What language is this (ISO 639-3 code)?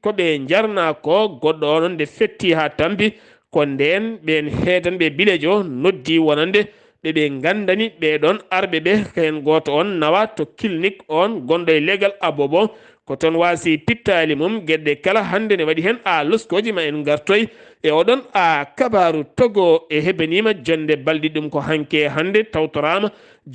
ful